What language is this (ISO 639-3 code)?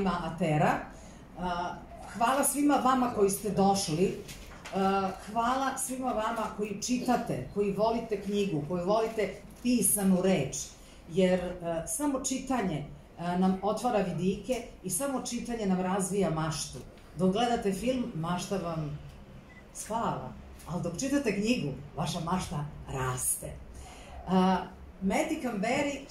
srp